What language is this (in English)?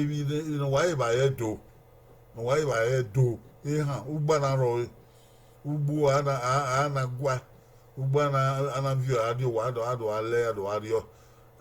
Bini